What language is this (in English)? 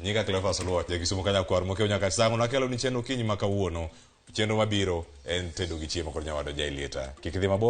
Luo (Kenya and Tanzania)